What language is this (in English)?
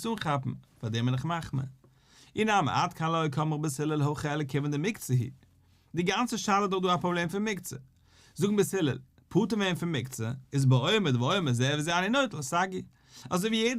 Yiddish